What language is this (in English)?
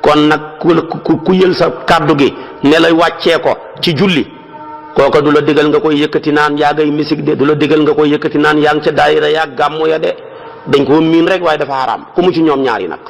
Wolof